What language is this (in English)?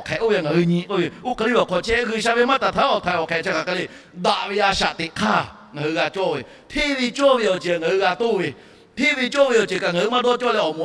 Lahu